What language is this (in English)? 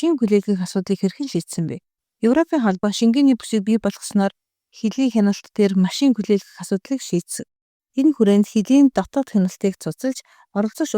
Mongolian